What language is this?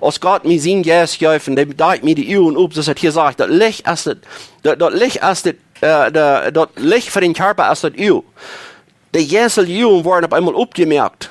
Plautdietsch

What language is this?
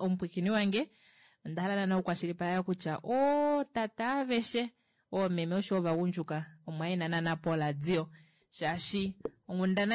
Kuanyama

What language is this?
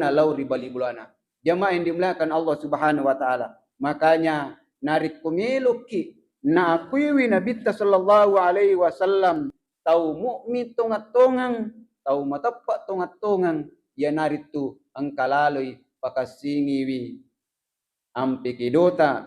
Buginese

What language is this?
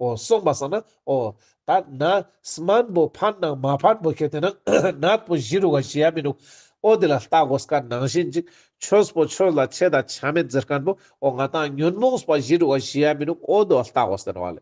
Ladakhi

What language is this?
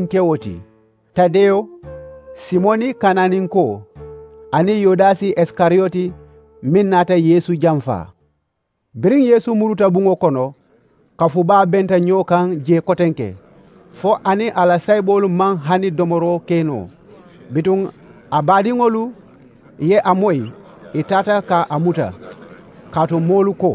Mandingo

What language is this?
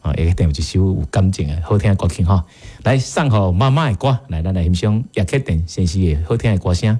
Min Nan Chinese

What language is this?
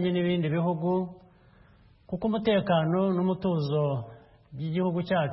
Kinyarwanda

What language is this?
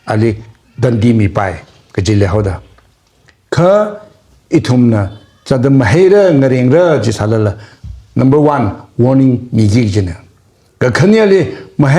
Tangkhul Naga (India)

